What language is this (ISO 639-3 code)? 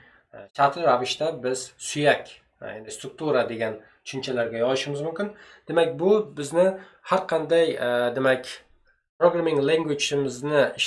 uzb